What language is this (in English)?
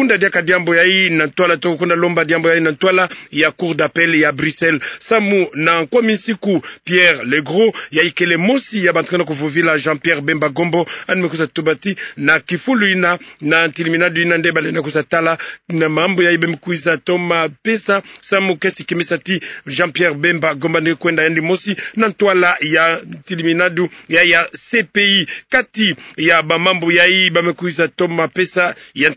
Kituba (Democratic Republic of Congo)